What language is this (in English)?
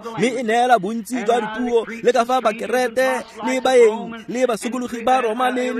Tswana